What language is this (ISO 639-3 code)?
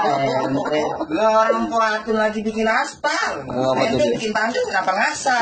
bew